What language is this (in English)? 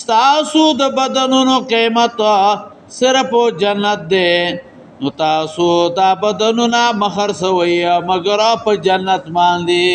Pashto